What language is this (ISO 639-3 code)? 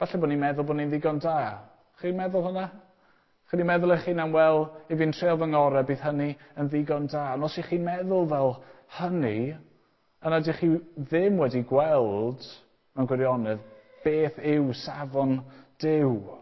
cym